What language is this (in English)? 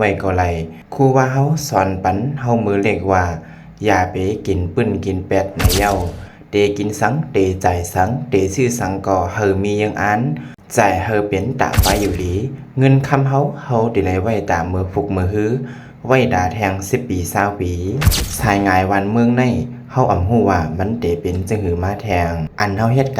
Shan